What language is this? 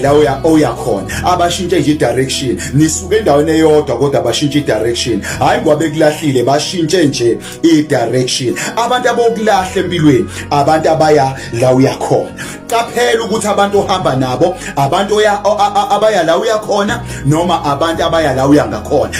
Zulu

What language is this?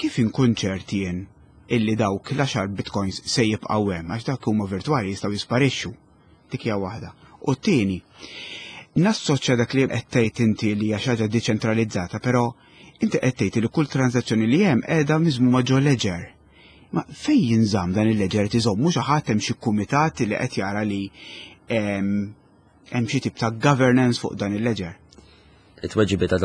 Maltese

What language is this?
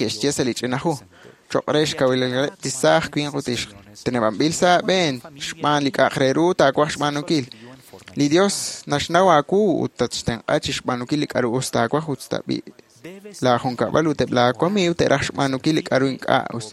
Kekchí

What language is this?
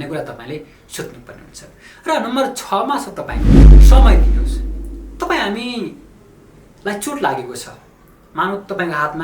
Nepali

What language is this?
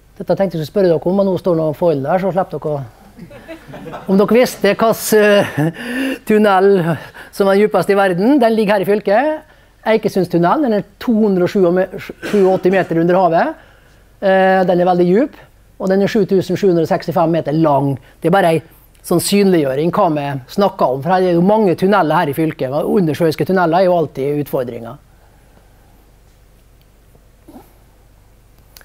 Norwegian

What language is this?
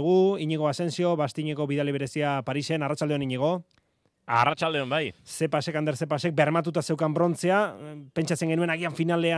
Basque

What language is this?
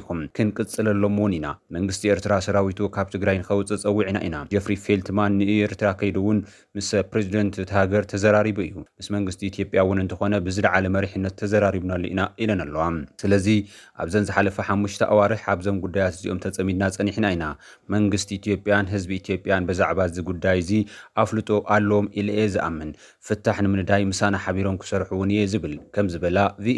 Tigrinya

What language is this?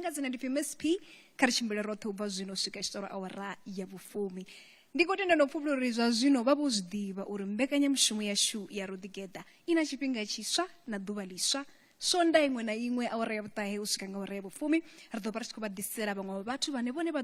Venda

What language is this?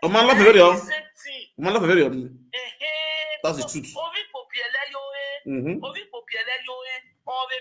Nigerian Pidgin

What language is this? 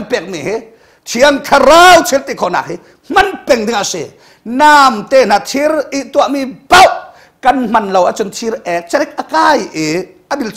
Hakha Chin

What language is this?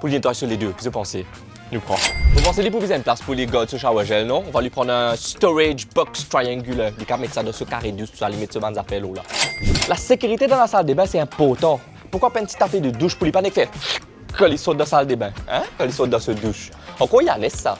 Morisyen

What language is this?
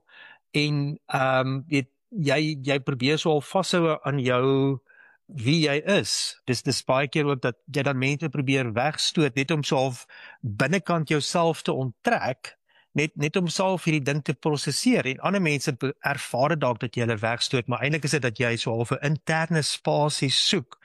Afrikaans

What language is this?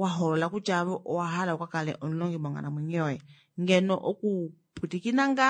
Kuanyama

